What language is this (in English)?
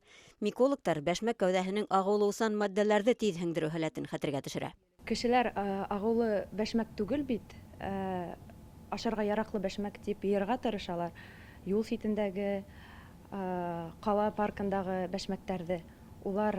Bashkir